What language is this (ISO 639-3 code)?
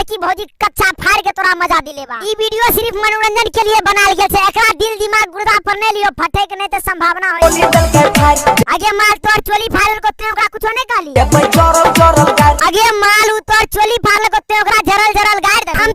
mai